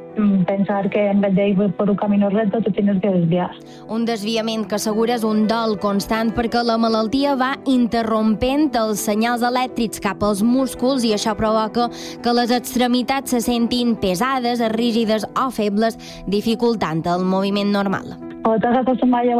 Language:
Catalan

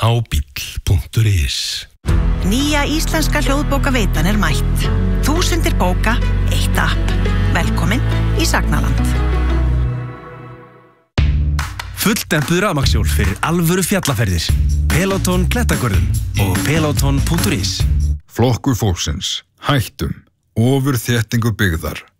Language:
Icelandic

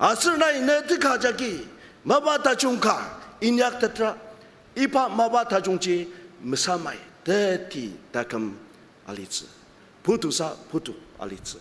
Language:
Ao Naga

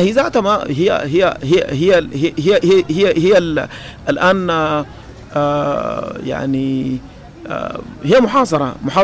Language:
Sudanese Arabic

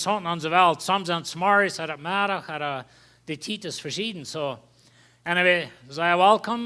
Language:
Plautdietsch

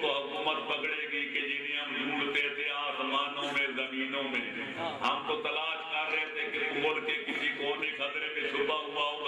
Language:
Urdu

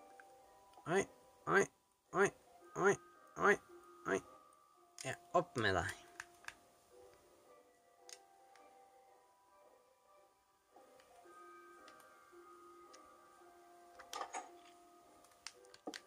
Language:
Norwegian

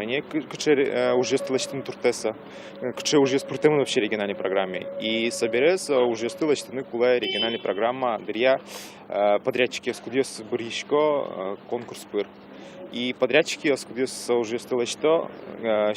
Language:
Udmurt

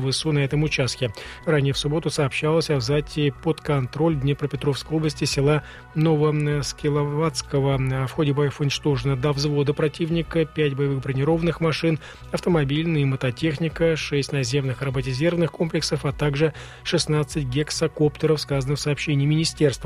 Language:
Russian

